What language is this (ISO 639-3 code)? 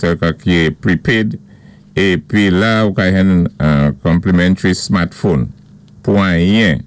acf